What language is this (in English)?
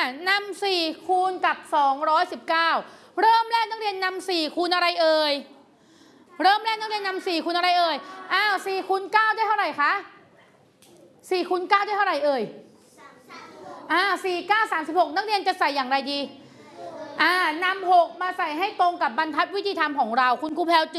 Thai